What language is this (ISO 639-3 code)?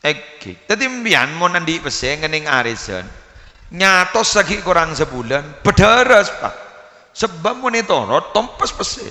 mad